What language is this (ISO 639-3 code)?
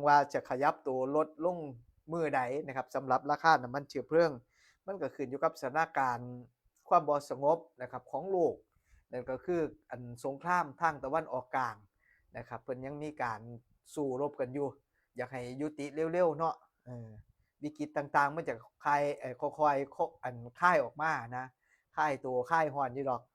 tts